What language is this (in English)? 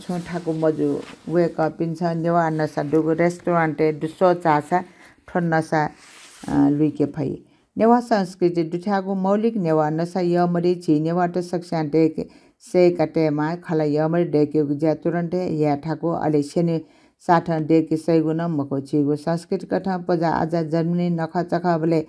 Newari